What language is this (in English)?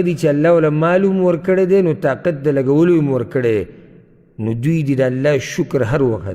Pashto